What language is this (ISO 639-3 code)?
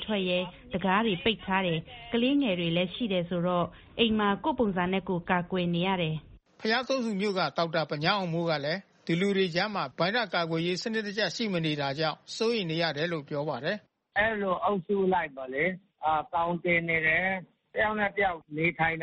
mya